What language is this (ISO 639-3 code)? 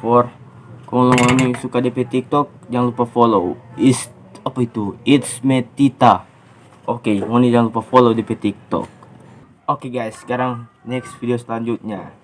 xmm